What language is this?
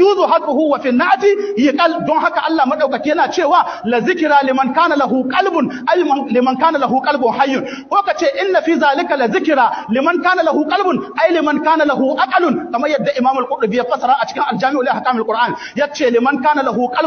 Hausa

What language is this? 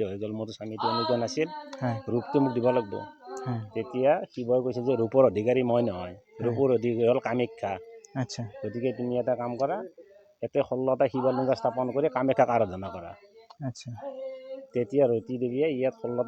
Assamese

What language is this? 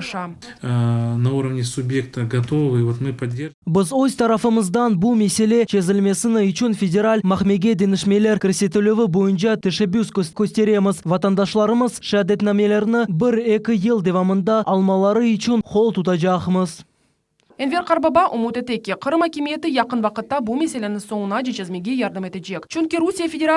Crimean Tatar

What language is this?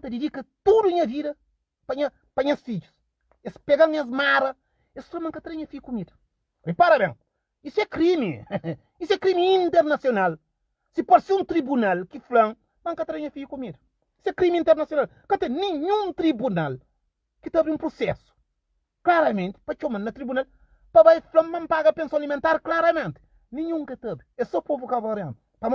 Kabuverdianu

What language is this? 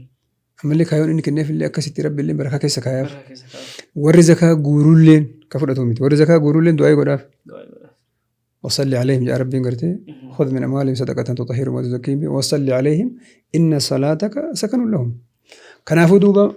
Oromo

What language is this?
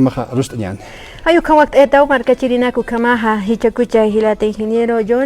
Aymara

